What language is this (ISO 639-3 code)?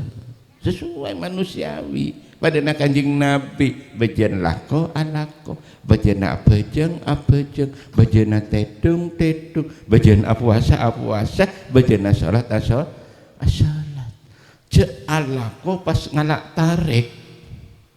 mad